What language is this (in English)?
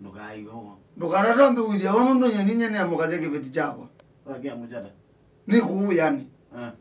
Kamba